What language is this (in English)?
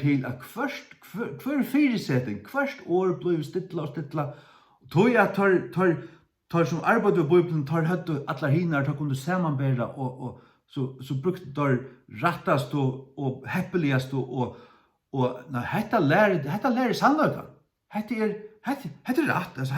Faroese